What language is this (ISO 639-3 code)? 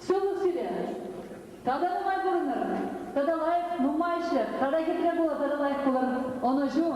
chv